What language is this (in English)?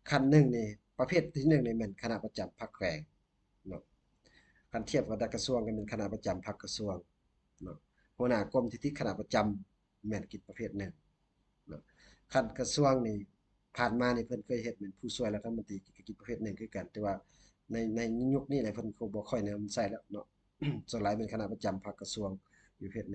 Lao